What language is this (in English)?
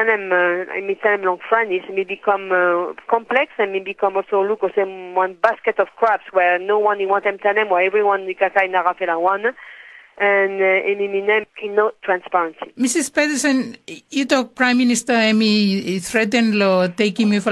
Tok Pisin